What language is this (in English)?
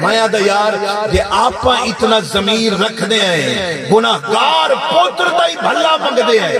Saraiki